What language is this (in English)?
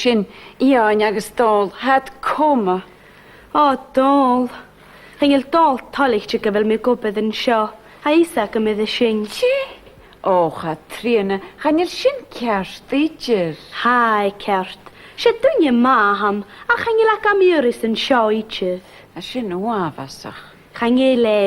Scottish Gaelic